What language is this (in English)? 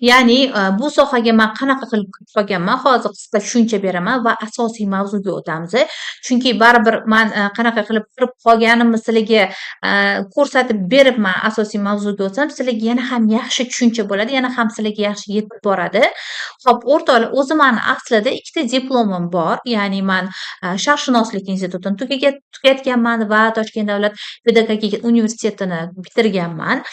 Uzbek